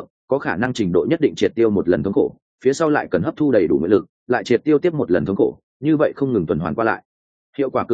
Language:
Vietnamese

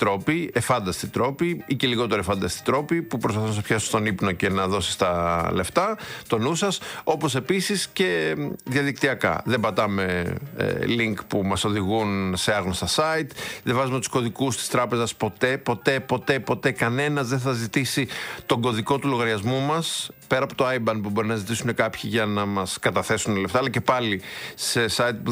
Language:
Greek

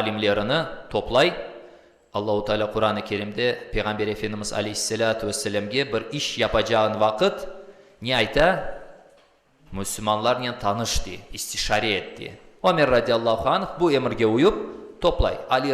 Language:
Crimean Tatar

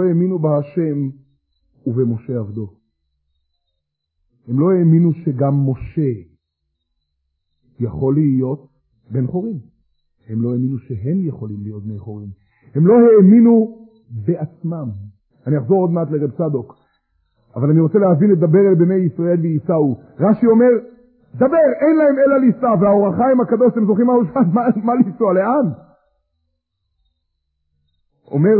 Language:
Hebrew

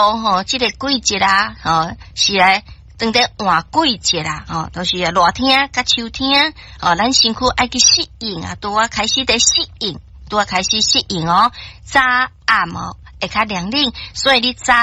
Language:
Min Nan Chinese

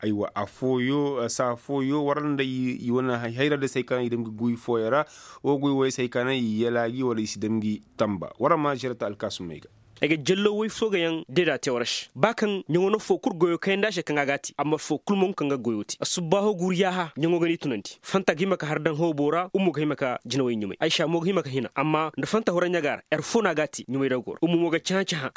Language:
Koyraboro Senni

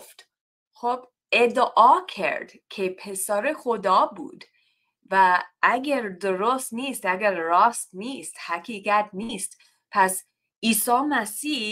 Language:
Tajik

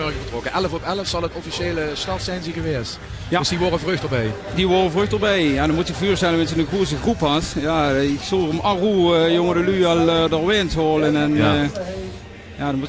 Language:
Limburgish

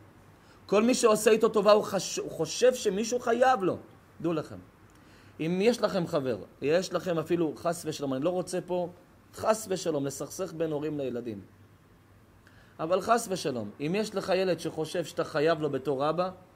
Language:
Hebrew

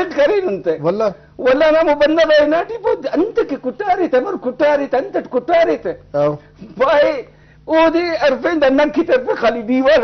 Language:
Brahui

